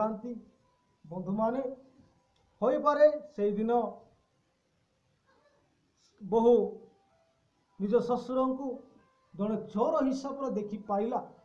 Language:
Odia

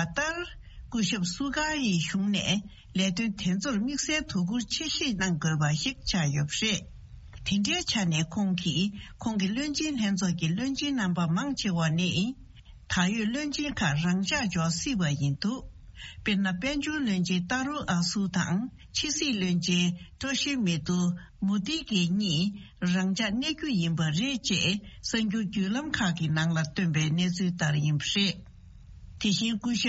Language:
Tibetan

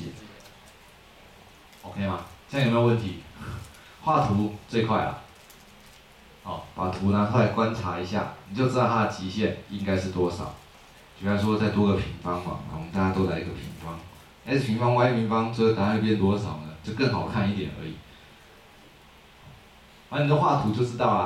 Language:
Chinese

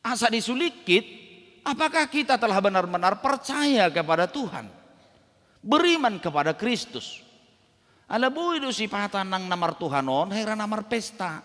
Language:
Batak Toba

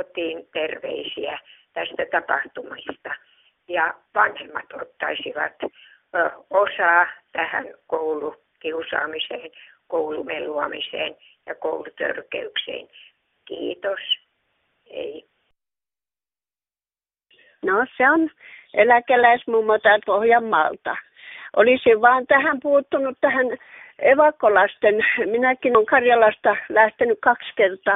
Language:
Finnish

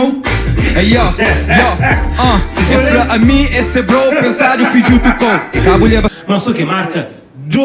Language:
Kabuverdianu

